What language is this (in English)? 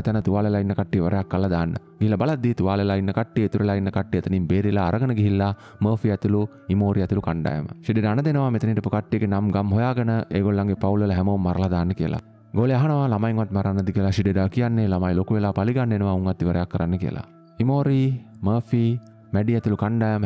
Sinhala